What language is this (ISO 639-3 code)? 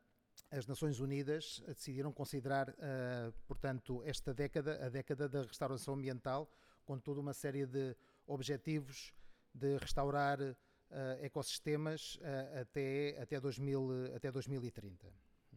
por